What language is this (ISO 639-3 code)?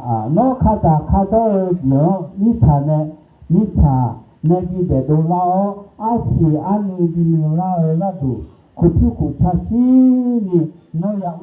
ahk